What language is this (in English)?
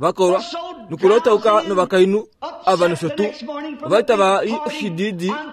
Kuanyama